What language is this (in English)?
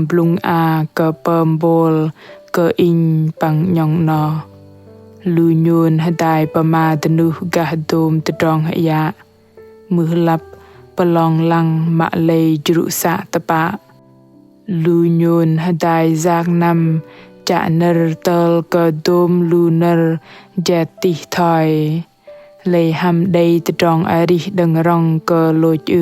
Bahnar